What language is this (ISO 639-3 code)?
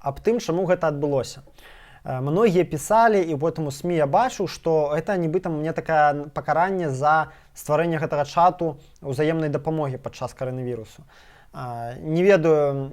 bel